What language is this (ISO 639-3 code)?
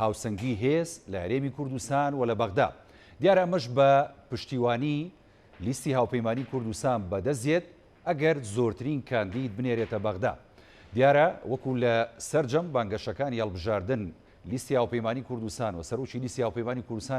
ckb